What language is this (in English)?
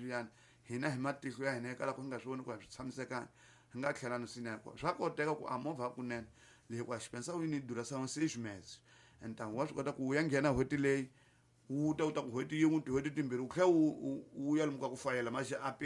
Tsonga